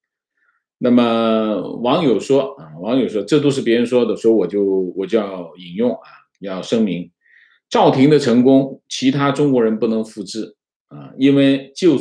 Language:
Chinese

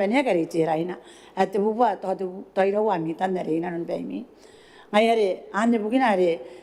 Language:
Gilbertese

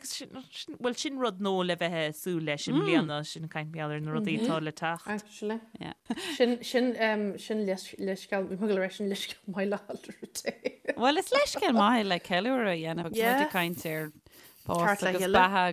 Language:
Irish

